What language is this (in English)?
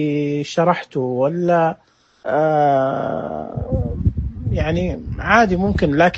Najdi Arabic